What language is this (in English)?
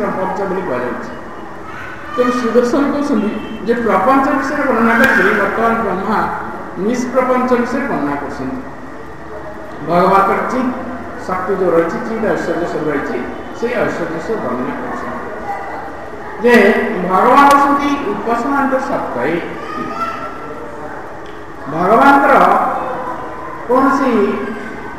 Odia